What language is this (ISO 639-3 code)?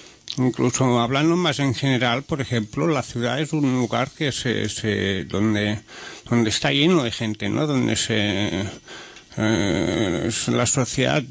spa